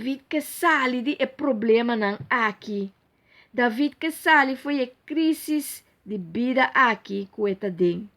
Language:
Papiamento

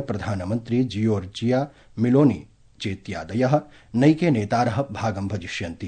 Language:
Sanskrit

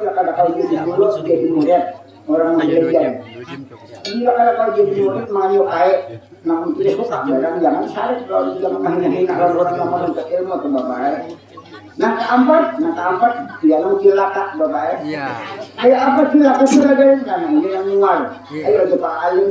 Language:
Banjar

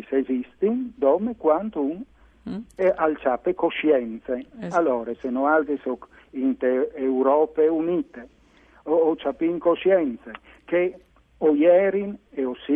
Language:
Friulian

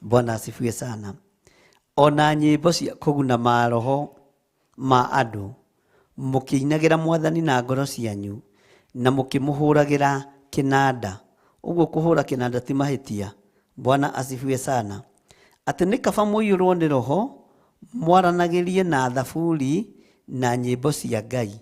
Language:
Kikuyu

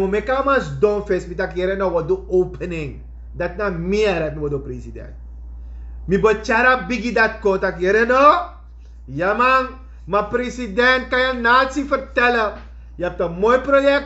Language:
Sranan Tongo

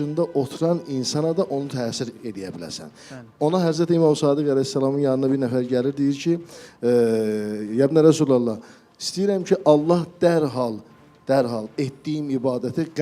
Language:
Azerbaijani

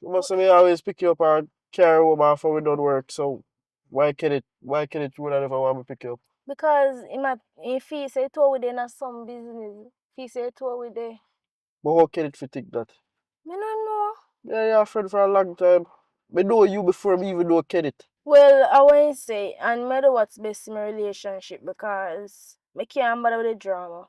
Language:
Jamaican Creole English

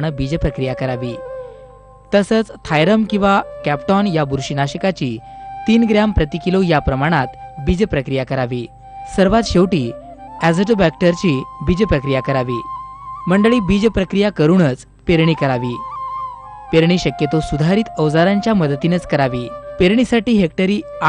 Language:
Marathi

